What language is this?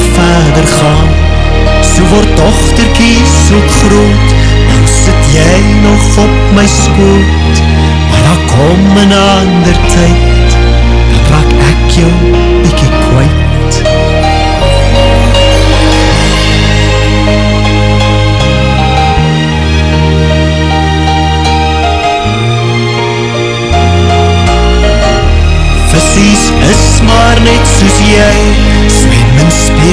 Afrikaans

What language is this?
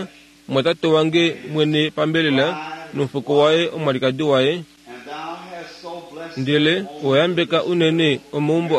Kuanyama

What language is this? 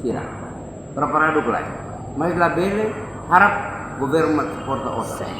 Tetum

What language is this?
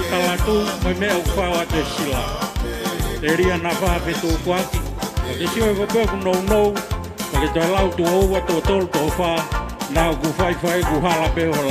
Tongan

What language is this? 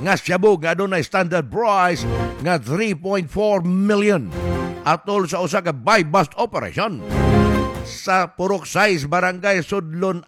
Cebuano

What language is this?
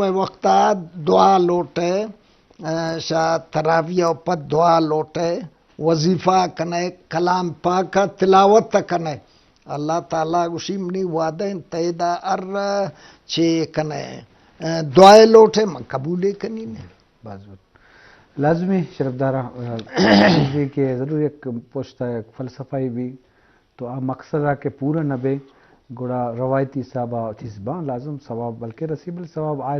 Eastern Balochi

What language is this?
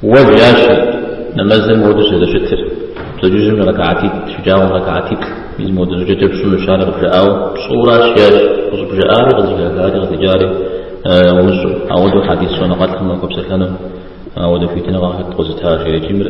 Kabardian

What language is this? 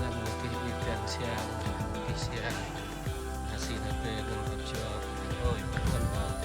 Central Mnong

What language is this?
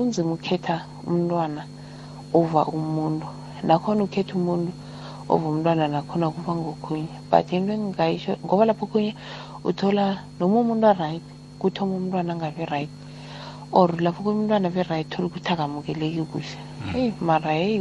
South Ndebele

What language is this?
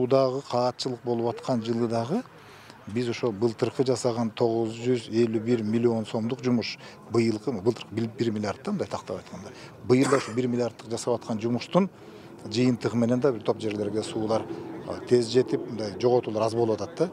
Kyrgyz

